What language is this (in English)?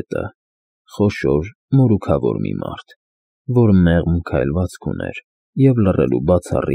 Armenian